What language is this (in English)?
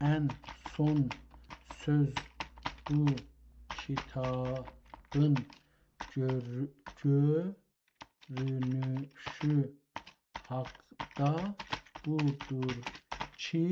South Azerbaijani